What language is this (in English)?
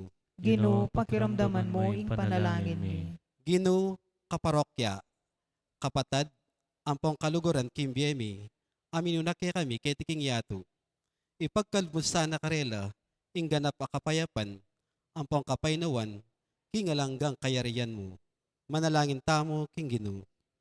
Pampanga